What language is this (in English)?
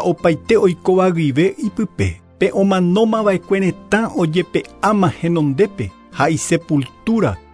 Guarani